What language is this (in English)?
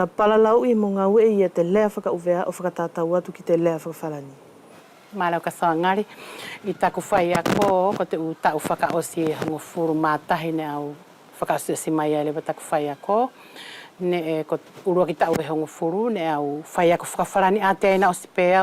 Wallisian